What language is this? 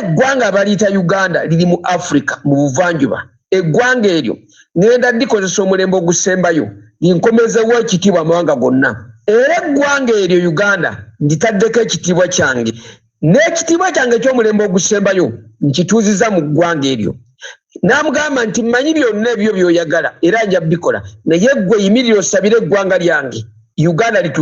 Ganda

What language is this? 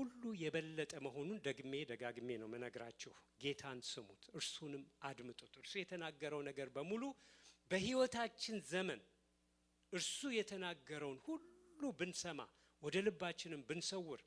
Amharic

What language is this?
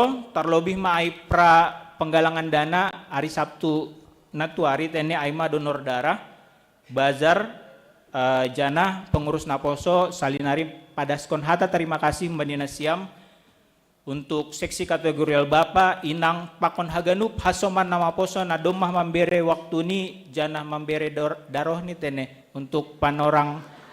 Batak Simalungun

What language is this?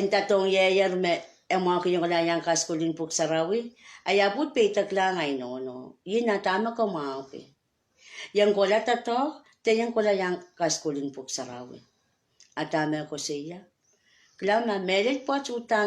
Pohnpeian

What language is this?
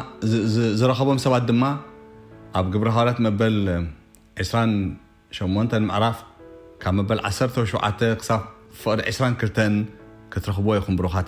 Tigrinya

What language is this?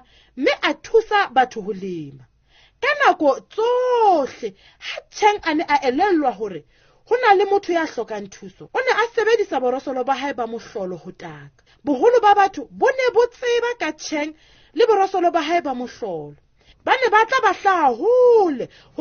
Southern Sotho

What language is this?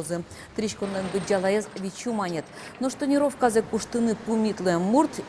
Udmurt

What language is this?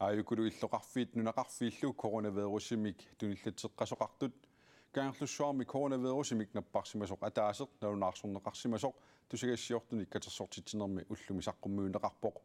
Kalaallisut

